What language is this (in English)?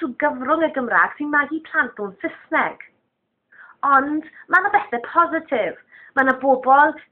Welsh